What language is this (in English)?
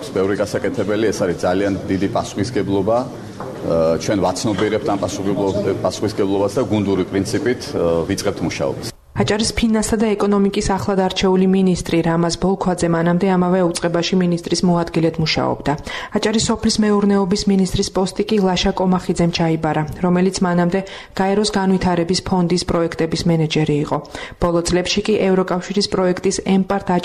Georgian